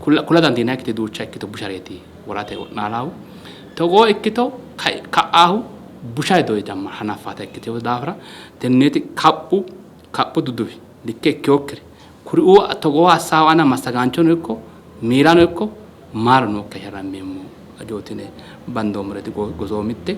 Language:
Sidamo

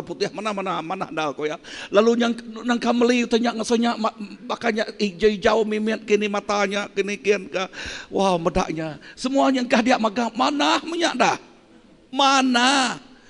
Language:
Iban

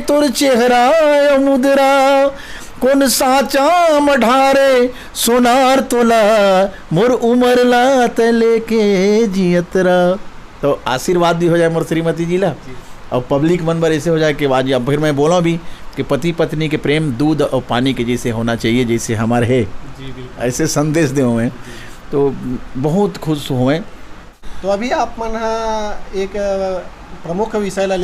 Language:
Chhattisgarhi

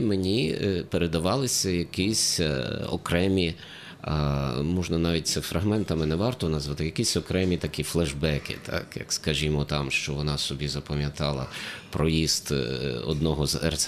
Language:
Ukrainian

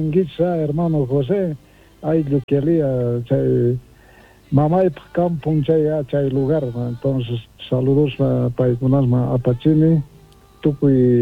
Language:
South Bolivian Quechua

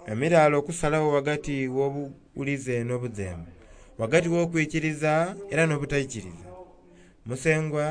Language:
Soga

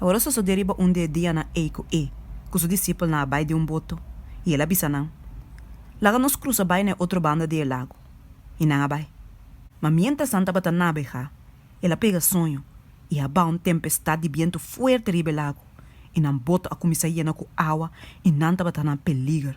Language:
Papiamento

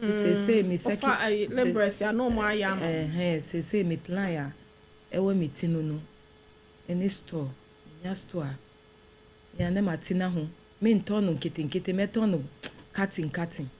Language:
Akan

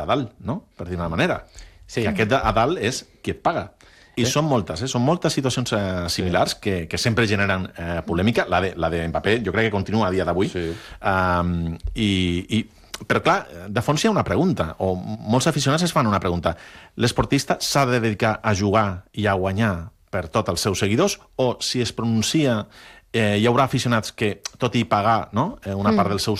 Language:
Catalan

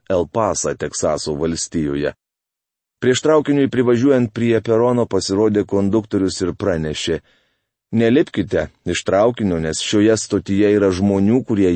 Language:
Lithuanian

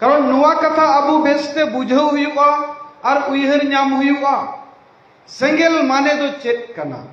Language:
Santali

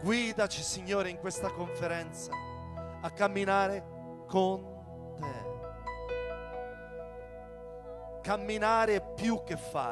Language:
Italian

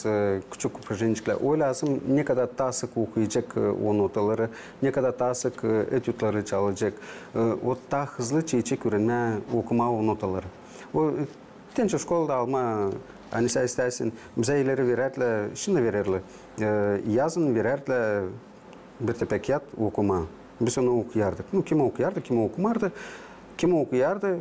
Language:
Gagauz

